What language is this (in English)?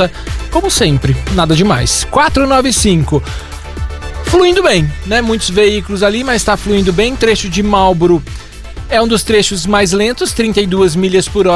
Portuguese